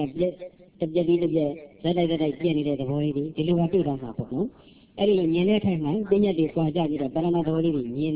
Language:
Burmese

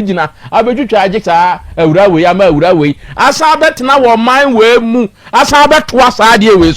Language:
Akan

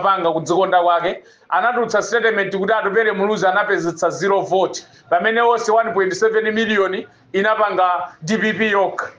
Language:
Nyanja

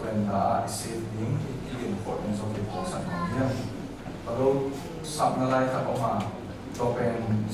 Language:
Tedim Chin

